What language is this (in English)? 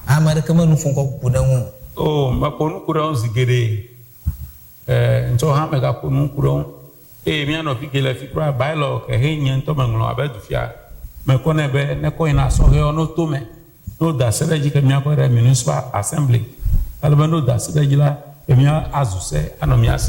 Ewe